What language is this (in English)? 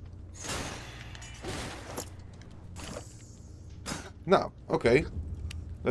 Dutch